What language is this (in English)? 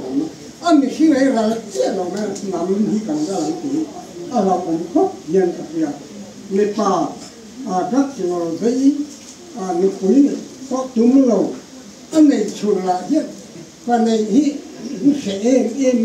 Mizo